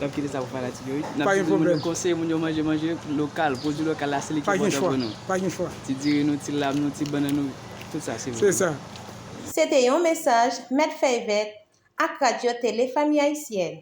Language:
Haitian Creole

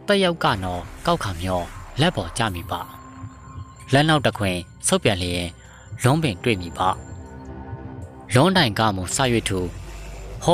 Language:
Burmese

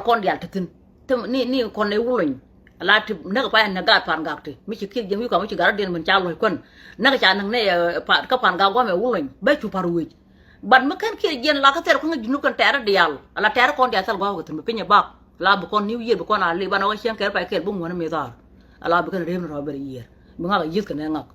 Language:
Nuer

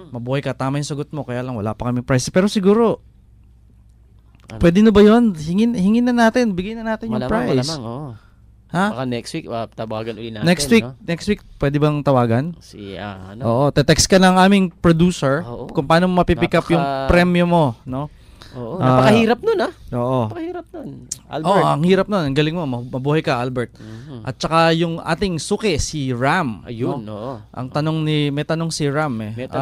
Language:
Filipino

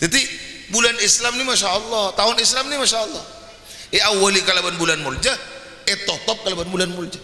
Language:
Madurese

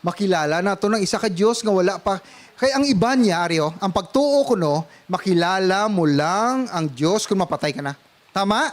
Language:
Hiligaynon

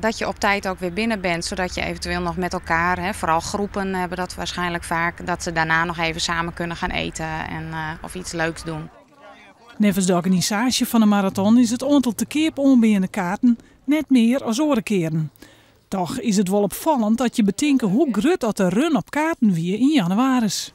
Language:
Western Frisian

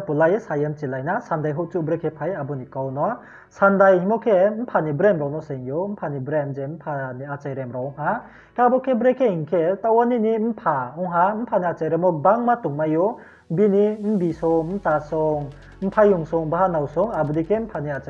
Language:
Riang (India)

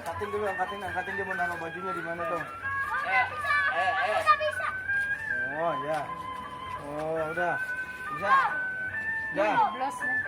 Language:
Betawi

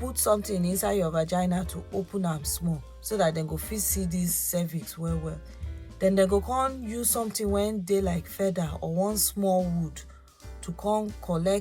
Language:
Nigerian Pidgin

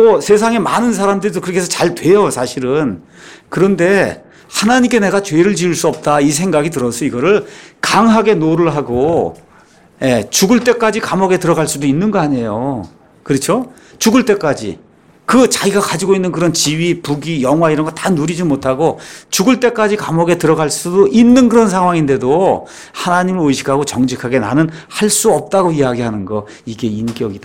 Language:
Korean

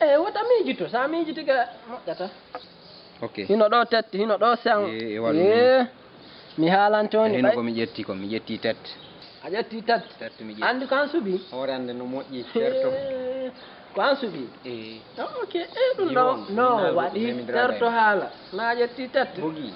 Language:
Fula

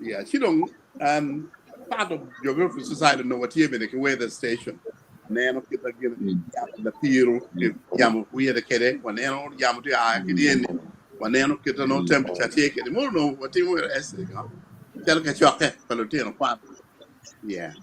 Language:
Acoli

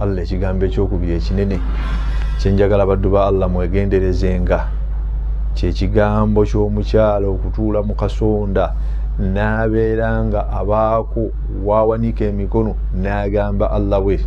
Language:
Ganda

